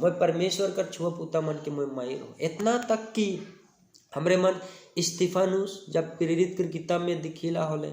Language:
Sadri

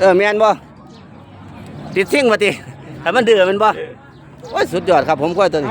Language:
Northeastern Thai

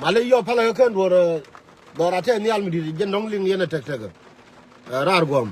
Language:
Nuer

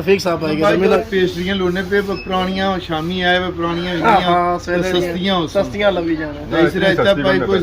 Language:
Pahari-Potwari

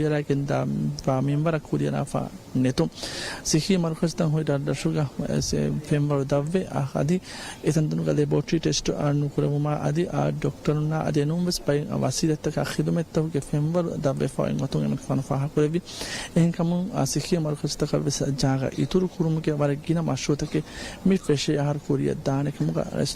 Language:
Divehi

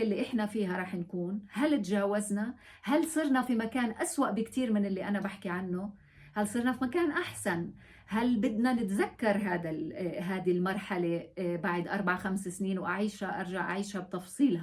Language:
North Levantine Arabic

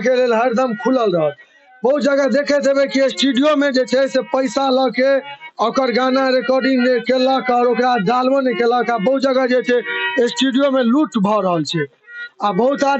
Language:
Maithili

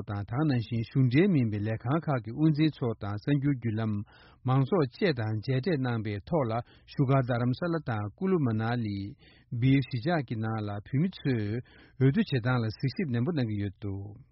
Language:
Tibetan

